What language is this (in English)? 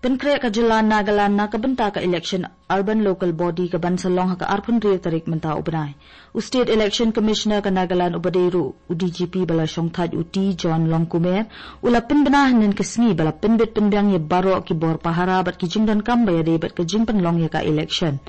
Khasi